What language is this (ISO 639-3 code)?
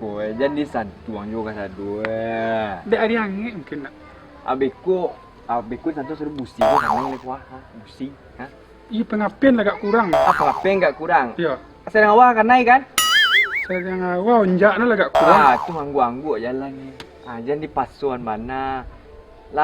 min